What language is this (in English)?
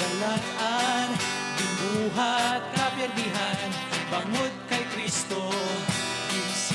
Hiligaynon